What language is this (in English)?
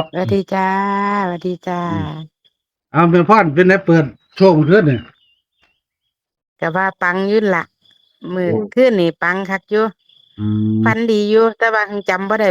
Northeastern Thai